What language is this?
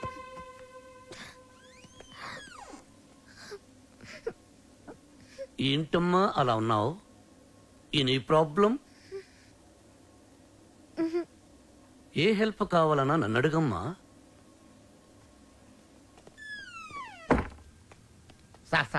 Telugu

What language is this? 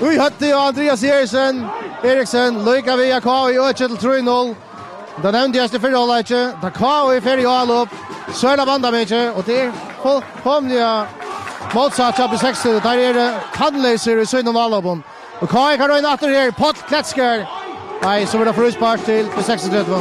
Faroese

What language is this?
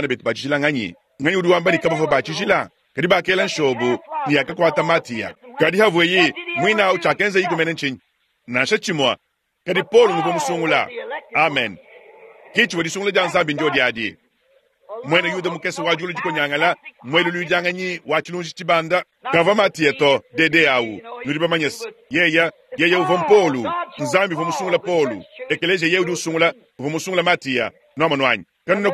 Luba-Lulua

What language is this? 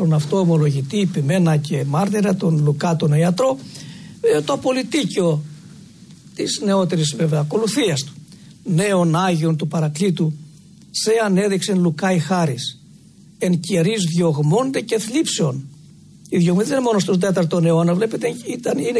Greek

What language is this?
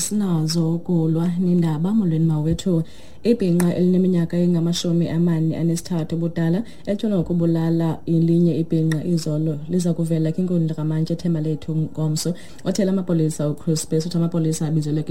Xhosa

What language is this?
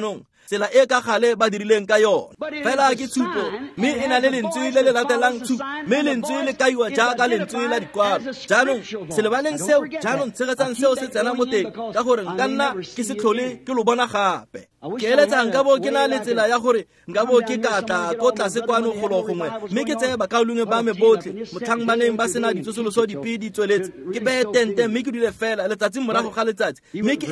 Tswana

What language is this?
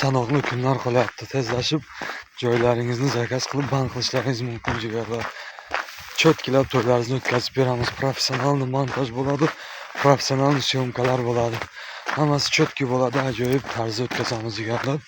Uzbek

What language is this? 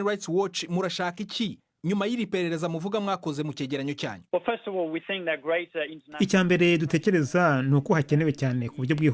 Kinyarwanda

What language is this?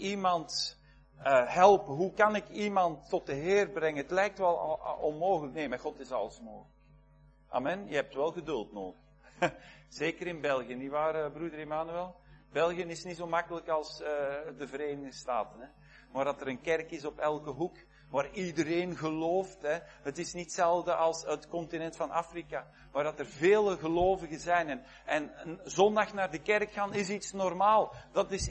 Dutch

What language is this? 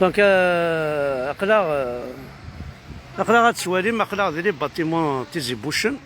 Kabyle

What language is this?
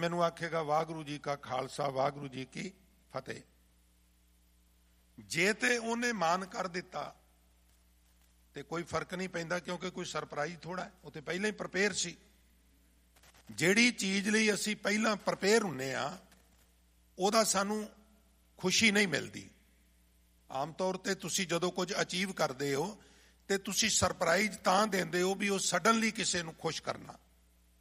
Punjabi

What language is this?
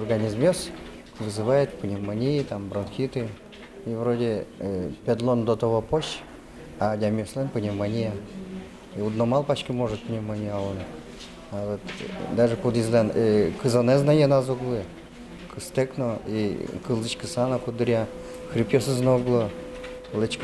Udmurt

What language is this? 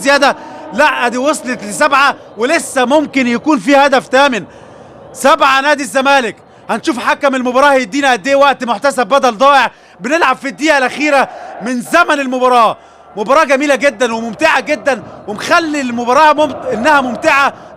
Egyptian Arabic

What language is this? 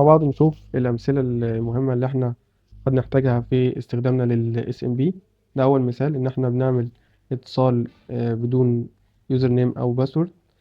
Egyptian Arabic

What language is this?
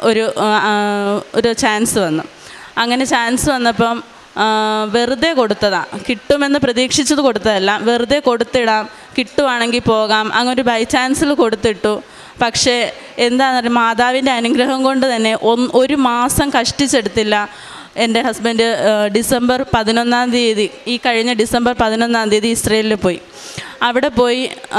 Malayalam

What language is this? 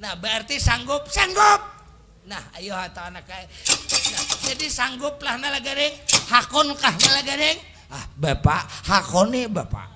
Banjar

